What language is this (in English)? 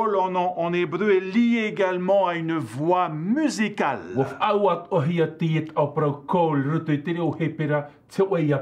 Tahitian